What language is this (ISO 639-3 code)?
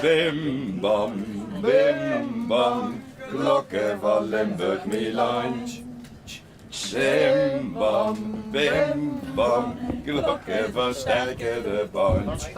lim